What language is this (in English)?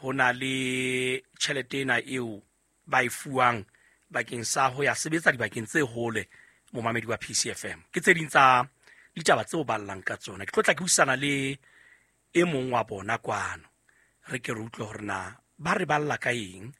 Southern Sotho